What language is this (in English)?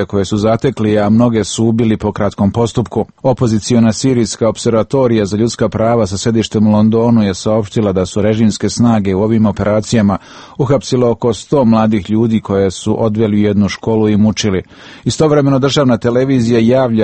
Serbian